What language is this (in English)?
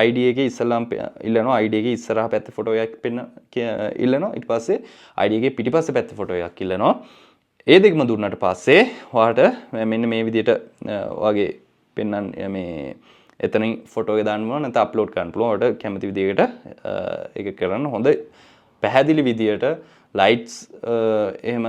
Sinhala